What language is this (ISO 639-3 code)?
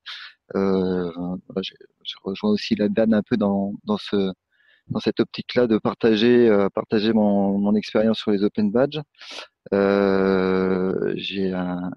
fra